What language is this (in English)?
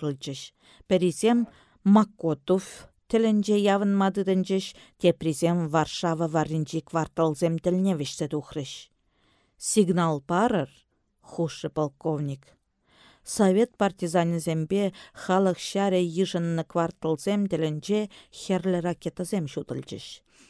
Chuvash